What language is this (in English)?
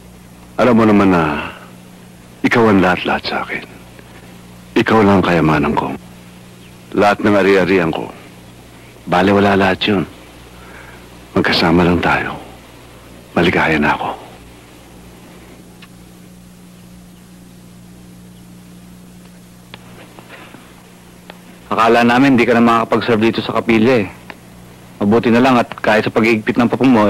Filipino